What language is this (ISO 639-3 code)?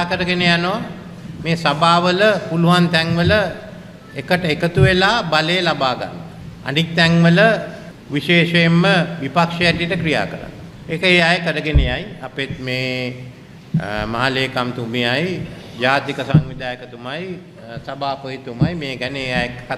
sin